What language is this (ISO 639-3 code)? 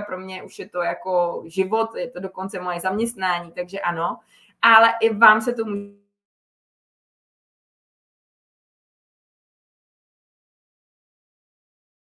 ces